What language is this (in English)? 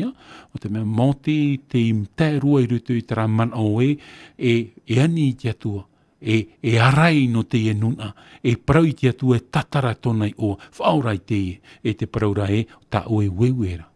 Tahitian